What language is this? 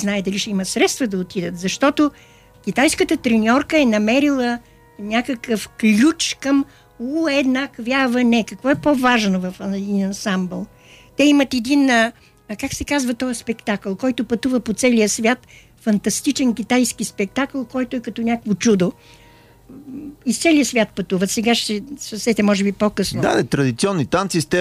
Bulgarian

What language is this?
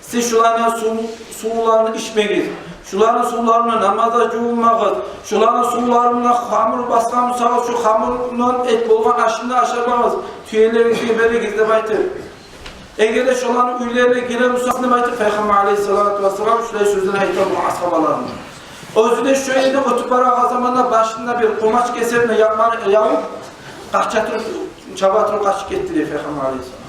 Kumyk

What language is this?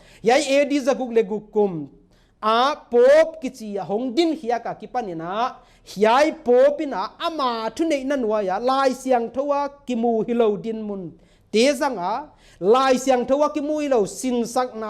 Paite Chin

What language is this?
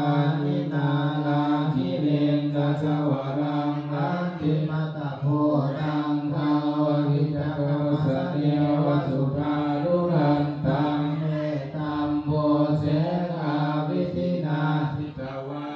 Pali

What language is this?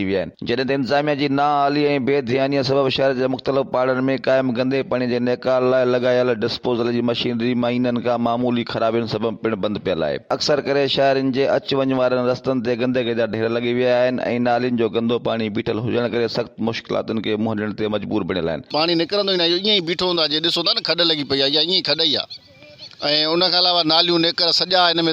Sindhi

